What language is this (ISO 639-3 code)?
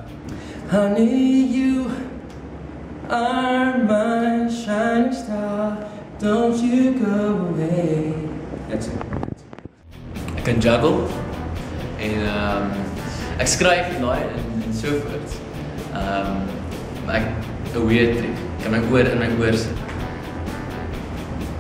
afr